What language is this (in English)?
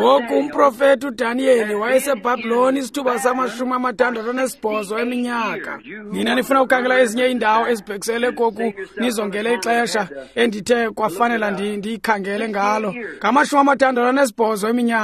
Xhosa